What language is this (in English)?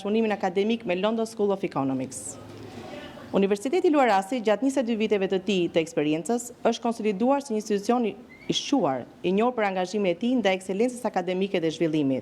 Albanian